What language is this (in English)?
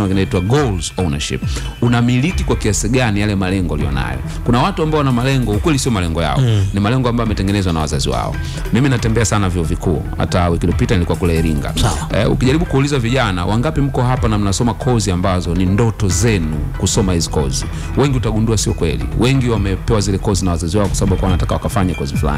Swahili